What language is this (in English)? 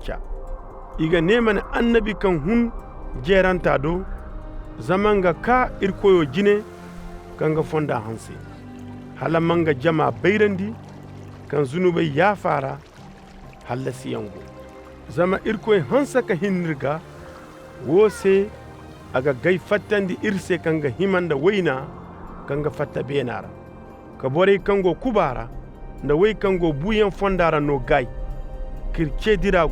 Koyraboro Senni